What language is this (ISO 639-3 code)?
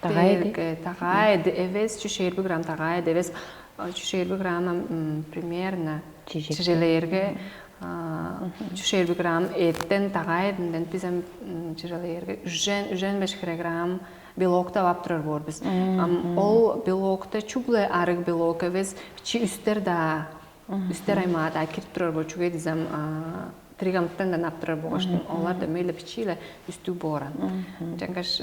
tyv